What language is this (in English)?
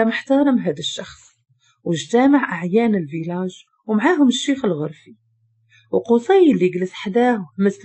Moroccan Arabic